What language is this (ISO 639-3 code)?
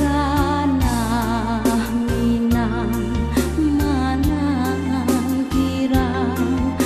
min